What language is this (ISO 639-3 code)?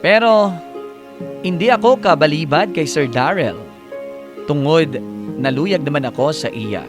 hil